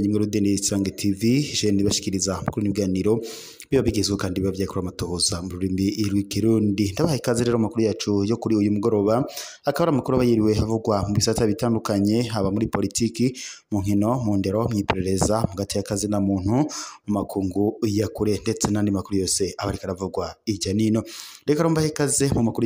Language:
Rundi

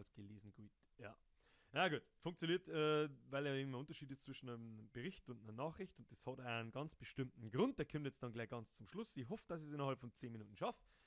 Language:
Bavarian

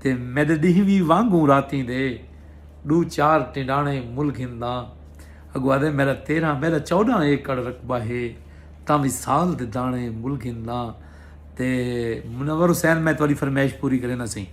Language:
Saraiki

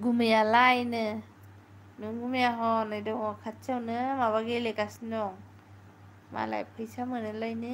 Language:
Bodo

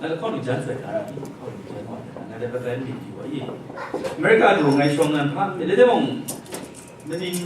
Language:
Kachin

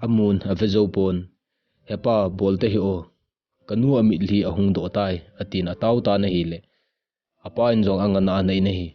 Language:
Thado Chin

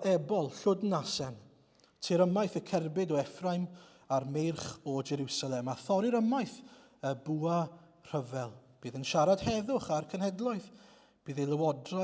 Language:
Welsh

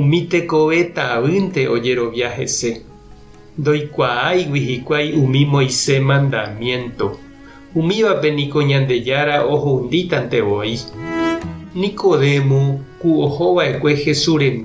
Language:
Guarani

